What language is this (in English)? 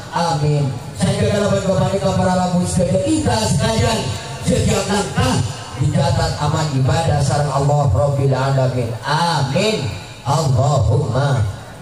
Madurese